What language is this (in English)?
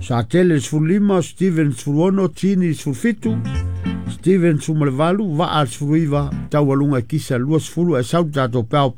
Samoan